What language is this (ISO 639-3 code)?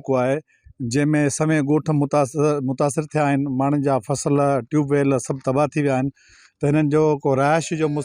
snd